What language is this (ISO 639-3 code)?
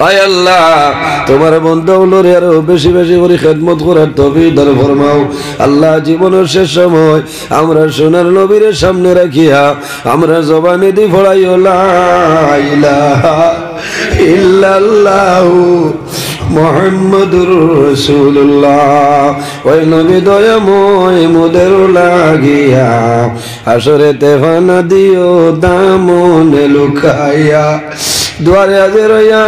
syl